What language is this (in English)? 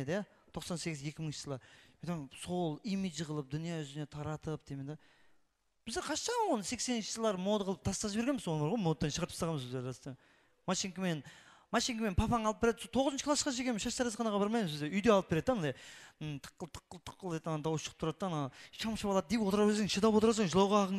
Kara-Kalpak